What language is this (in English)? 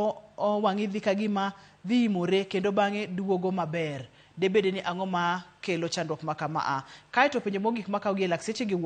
Luo (Kenya and Tanzania)